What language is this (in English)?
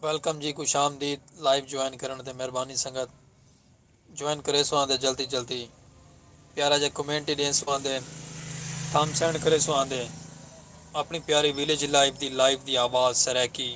Saraiki